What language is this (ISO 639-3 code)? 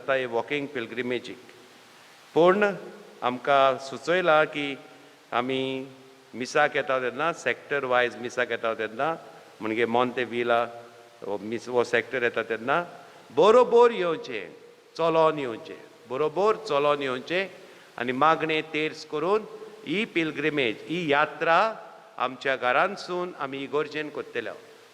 kok